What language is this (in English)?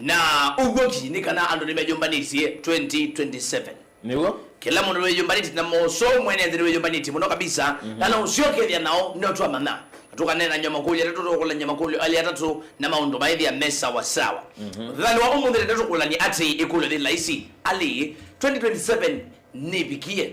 Kamba